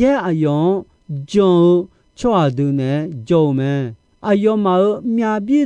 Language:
Akha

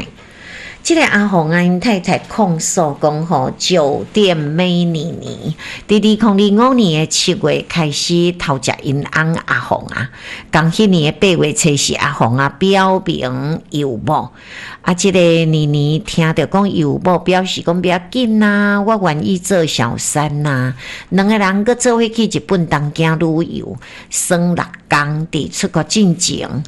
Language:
Min Nan Chinese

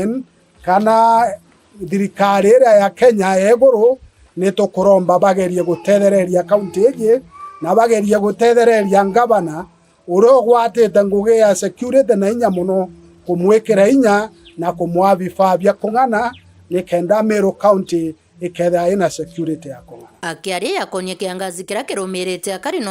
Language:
Meru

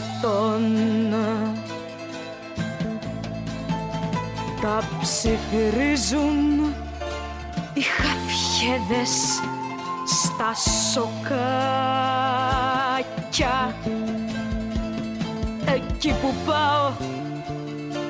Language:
Greek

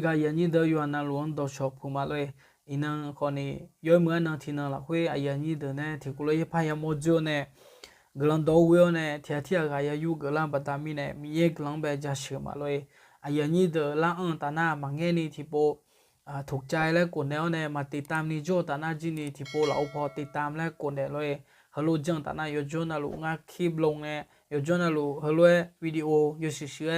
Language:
Akha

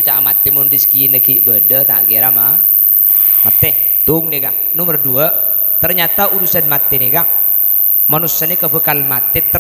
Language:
Madurese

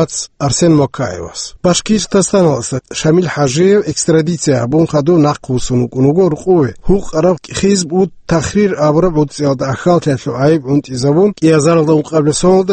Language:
Avaric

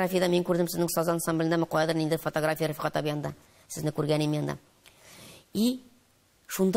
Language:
Tatar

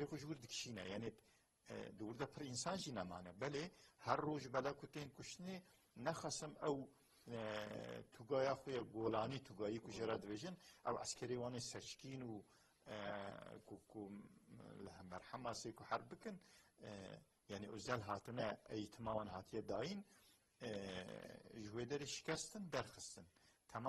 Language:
Kurdish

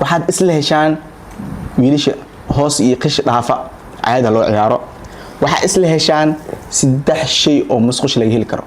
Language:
Somali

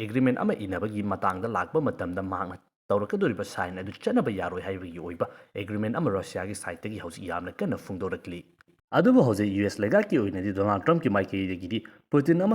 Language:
Manipuri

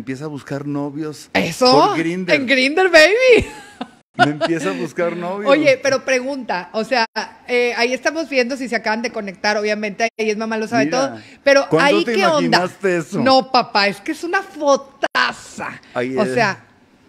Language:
Spanish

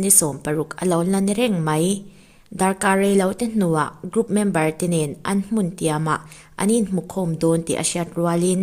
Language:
Mizo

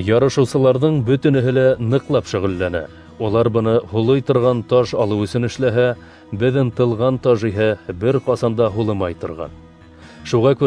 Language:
Bashkir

